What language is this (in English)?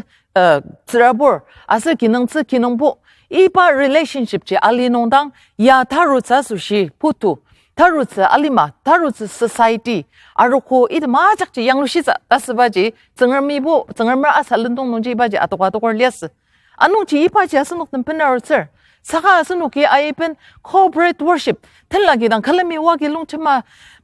Ao Naga